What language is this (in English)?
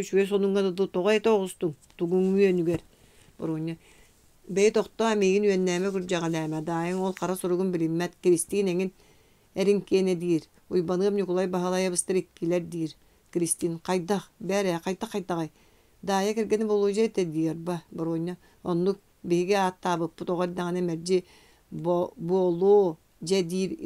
Yakut